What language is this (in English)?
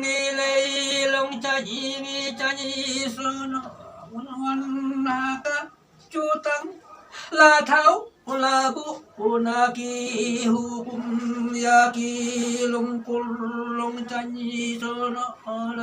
Khasi